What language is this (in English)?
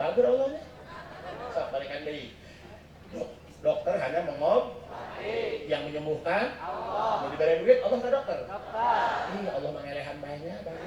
Sundanese